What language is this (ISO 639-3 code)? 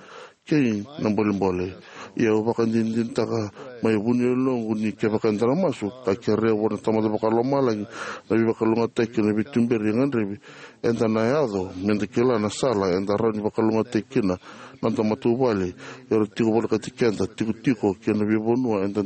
fij